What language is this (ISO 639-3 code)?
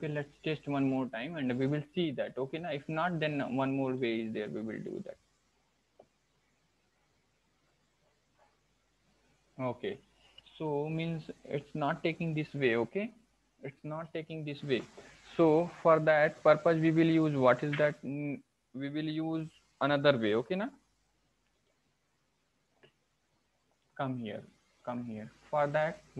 eng